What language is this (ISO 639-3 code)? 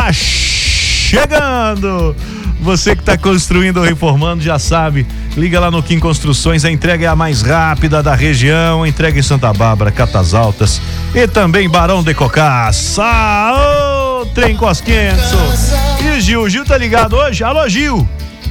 por